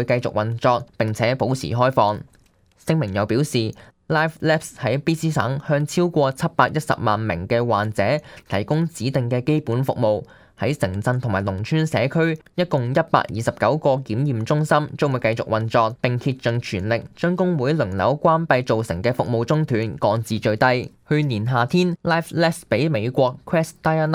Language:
Cantonese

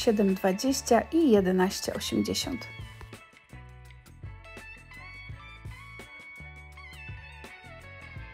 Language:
Polish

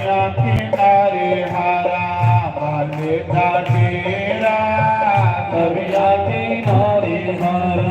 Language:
Dogri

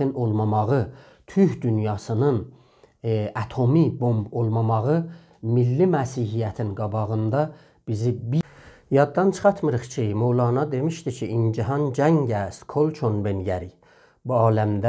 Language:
South Azerbaijani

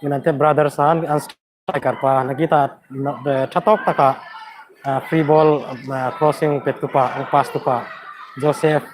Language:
Hmar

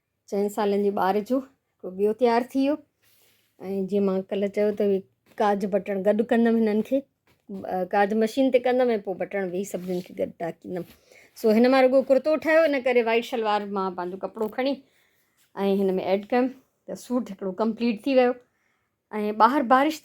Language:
Sindhi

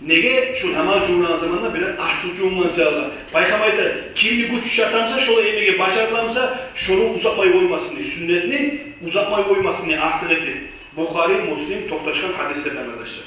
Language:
Kumyk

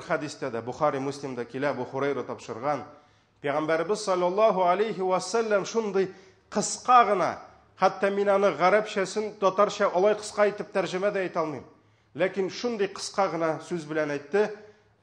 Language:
Tatar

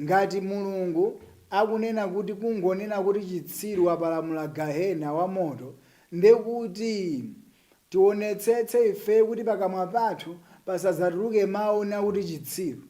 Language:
Nyanja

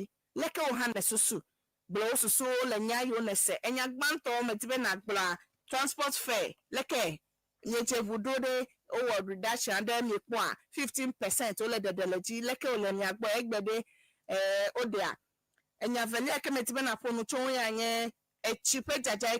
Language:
Ewe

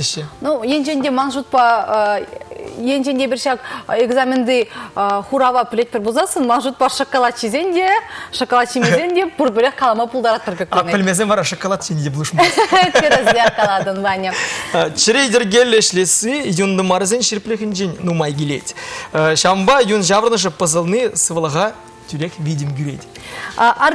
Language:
Chuvash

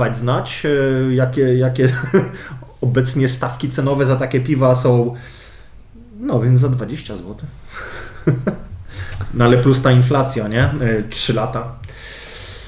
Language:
Polish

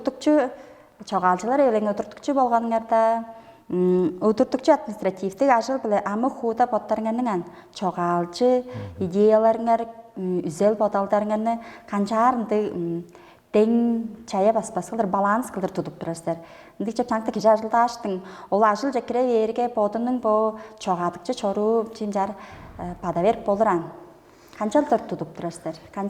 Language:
Tuvinian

